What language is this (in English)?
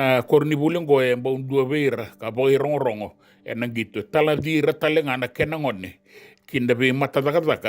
Fijian